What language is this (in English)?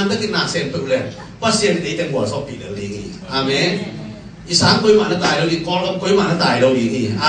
Tedim Chin